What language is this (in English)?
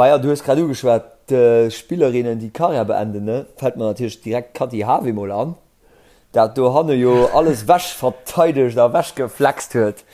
Luxembourgish